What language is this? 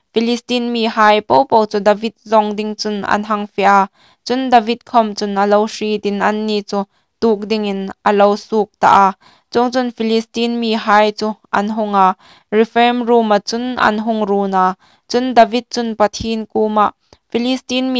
Hmar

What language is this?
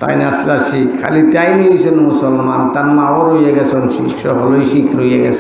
Sylheti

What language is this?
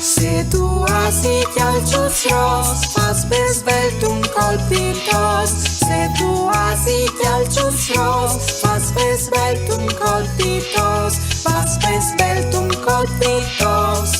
Friulian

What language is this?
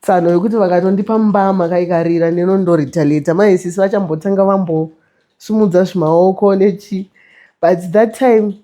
Shona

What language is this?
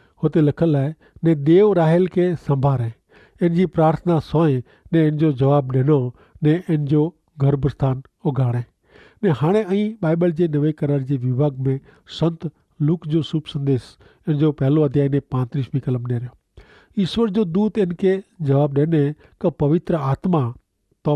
Kachhi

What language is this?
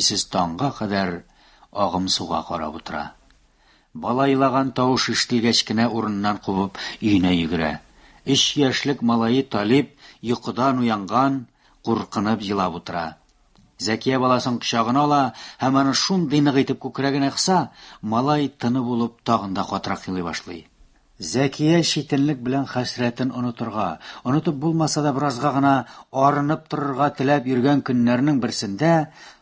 Tatar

